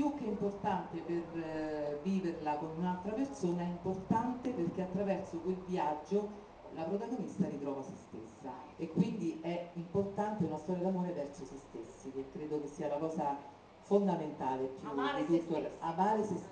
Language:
Italian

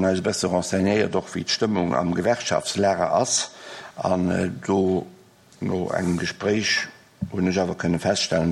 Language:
Luxembourgish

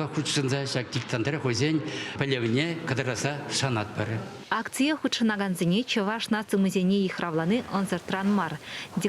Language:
Chuvash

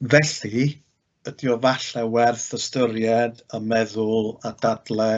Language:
Welsh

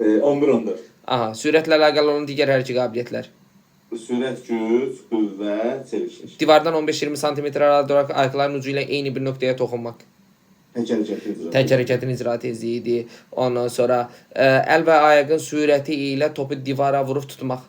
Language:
Azerbaijani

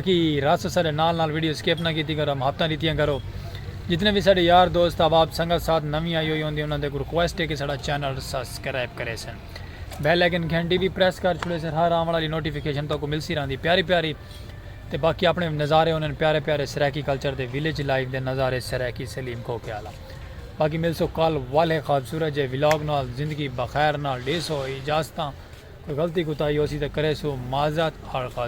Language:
Saraiki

